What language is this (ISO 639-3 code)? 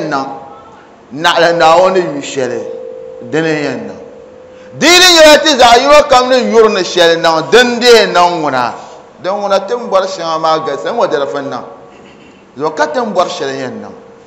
dag